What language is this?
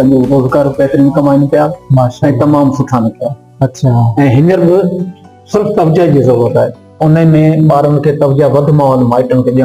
Sindhi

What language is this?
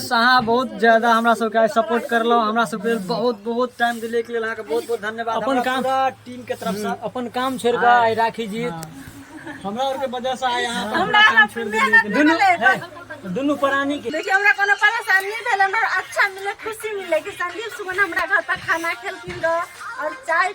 Maithili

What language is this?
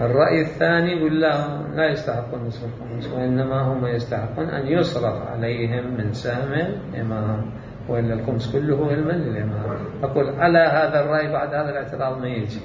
Mesopotamian Arabic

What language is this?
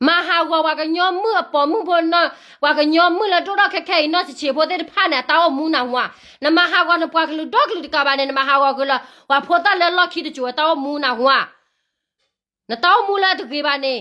S'gaw Karen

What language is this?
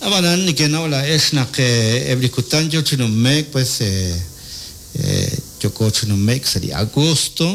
Kekchí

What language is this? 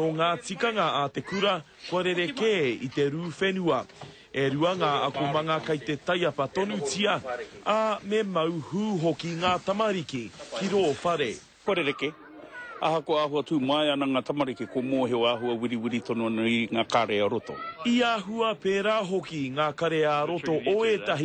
Māori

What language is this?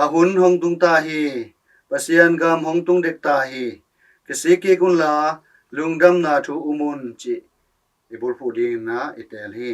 Tedim Chin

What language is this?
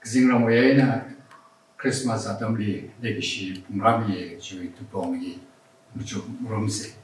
Tangkhul Naga (India)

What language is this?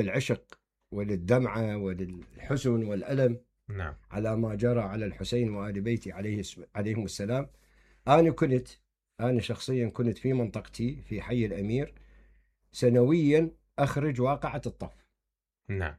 Mesopotamian Arabic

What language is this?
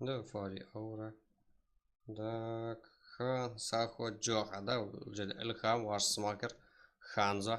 Kara-Kalpak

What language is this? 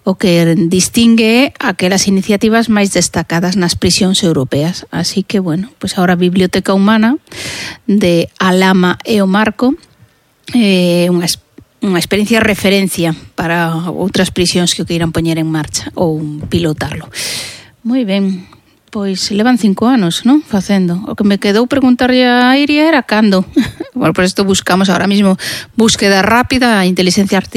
Galician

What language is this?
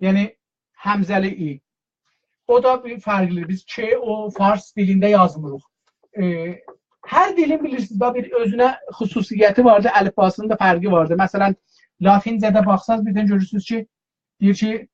South Azerbaijani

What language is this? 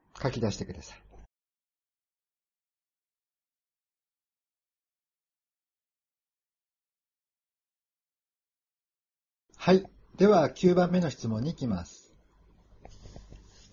Japanese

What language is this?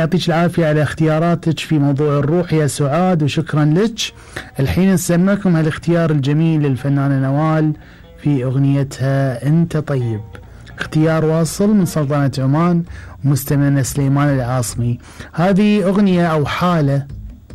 Gulf Arabic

